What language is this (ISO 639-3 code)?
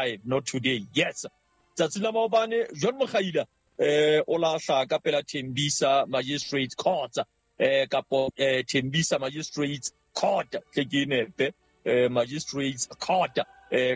sot